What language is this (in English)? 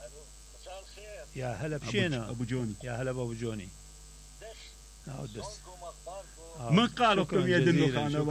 Mesopotamian Arabic